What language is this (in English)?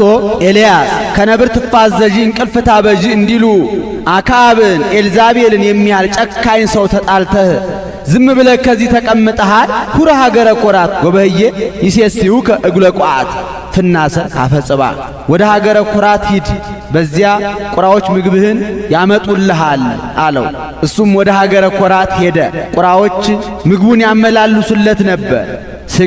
Amharic